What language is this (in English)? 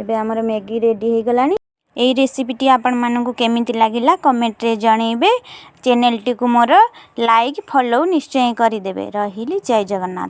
Odia